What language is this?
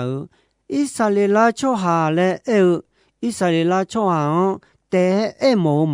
Akha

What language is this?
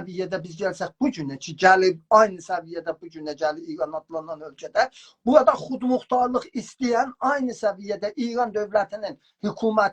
South Azerbaijani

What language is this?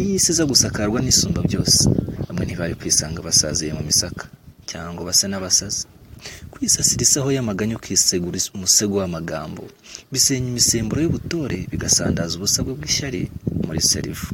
Kinyarwanda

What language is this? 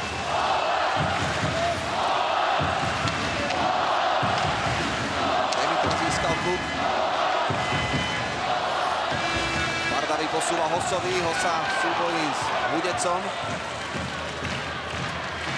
Slovak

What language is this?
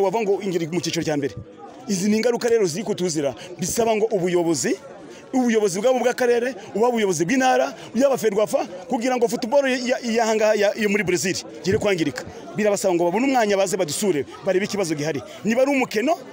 Kinyarwanda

